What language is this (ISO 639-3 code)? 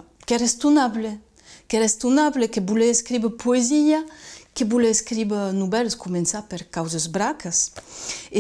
oci